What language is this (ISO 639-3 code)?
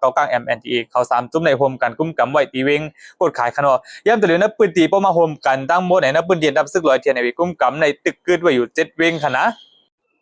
shn